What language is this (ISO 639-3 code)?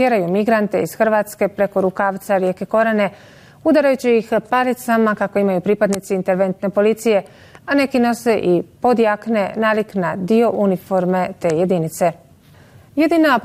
bos